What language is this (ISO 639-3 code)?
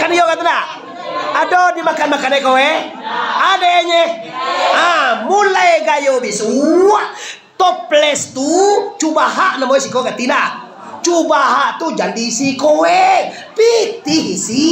min